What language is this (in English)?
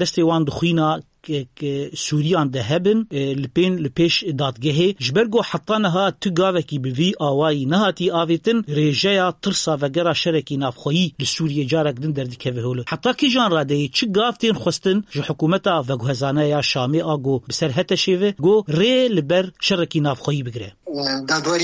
Kurdish